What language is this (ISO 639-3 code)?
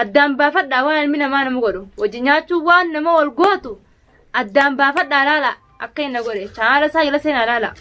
orm